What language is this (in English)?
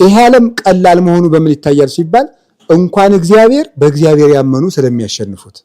Amharic